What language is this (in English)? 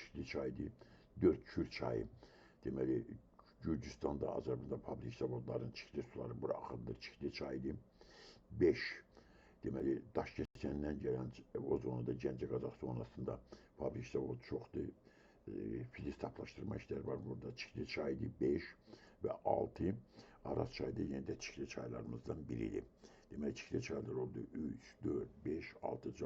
Azerbaijani